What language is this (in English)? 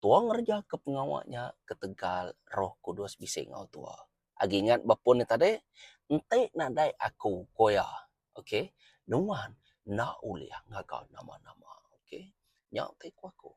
Iban